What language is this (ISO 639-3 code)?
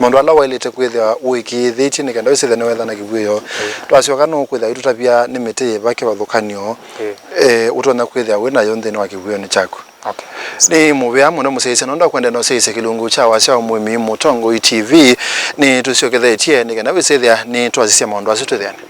kam